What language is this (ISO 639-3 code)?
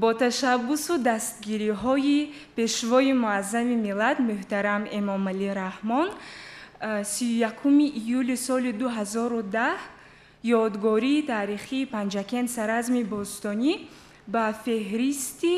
tgk